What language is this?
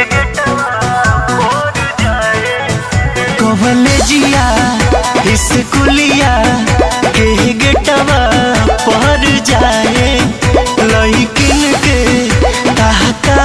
Bhojpuri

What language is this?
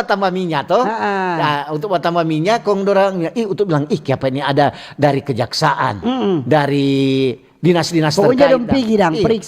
Manado Malay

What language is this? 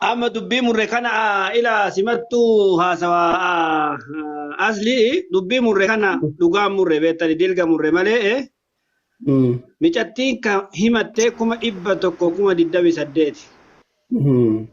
Oromo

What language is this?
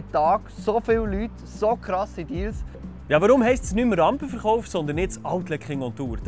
Swiss German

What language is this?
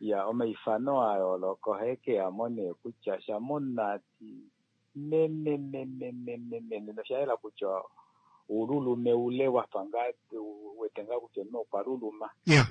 Kuanyama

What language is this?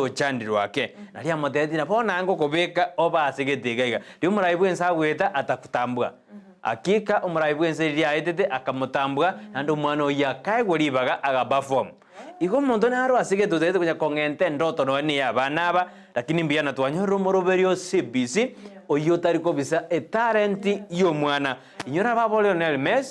Gusii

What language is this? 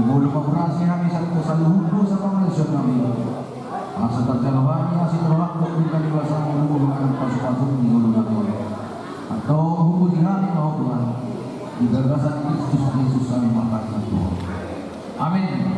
Batak Toba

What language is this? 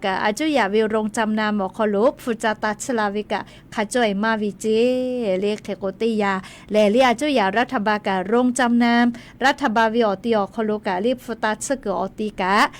Lahu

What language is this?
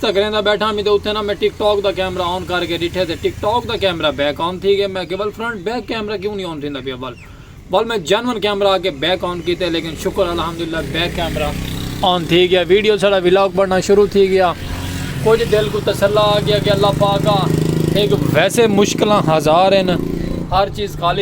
Saraiki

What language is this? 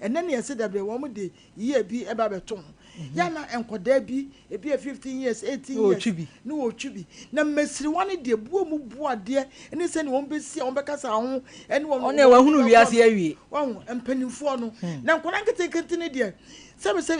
Akan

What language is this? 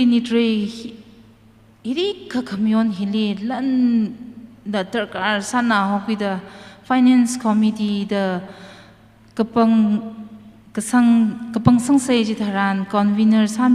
Tangkhul Naga (India)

